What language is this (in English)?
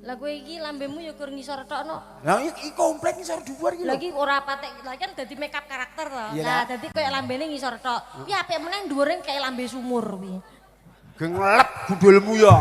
Javanese